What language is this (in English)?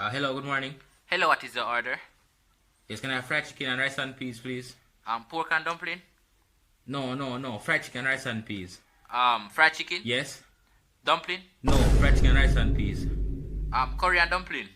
Jamaican Creole English